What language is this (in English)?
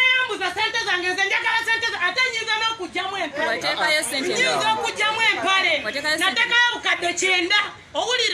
Ganda